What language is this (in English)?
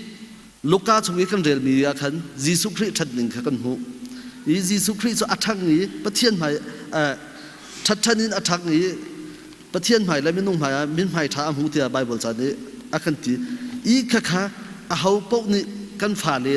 Hakha Chin